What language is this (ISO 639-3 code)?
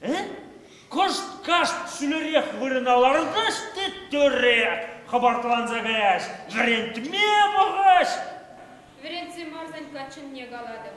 chv